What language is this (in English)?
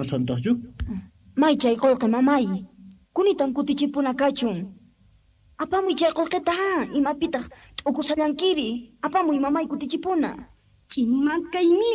South Bolivian Quechua